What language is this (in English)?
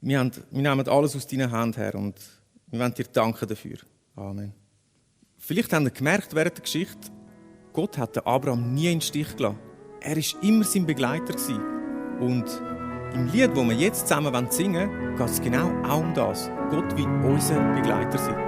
Swiss German